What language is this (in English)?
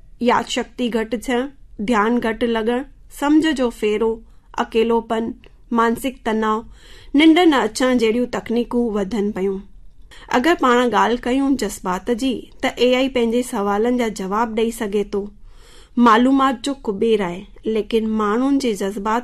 Sindhi